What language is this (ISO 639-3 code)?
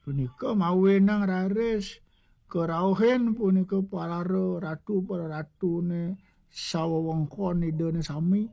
ban